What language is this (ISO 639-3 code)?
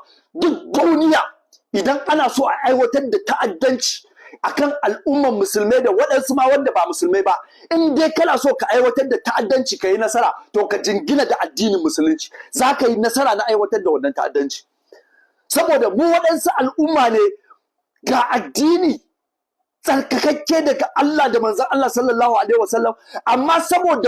hau